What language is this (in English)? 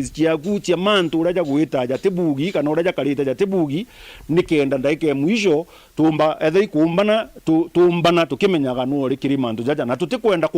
Meru